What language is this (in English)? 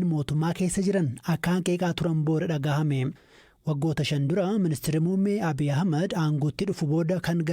Oromo